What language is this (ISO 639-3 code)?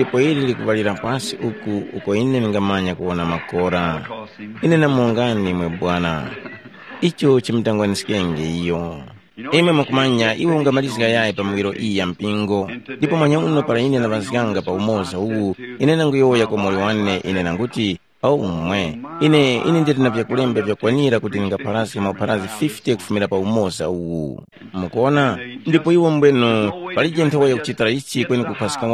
tum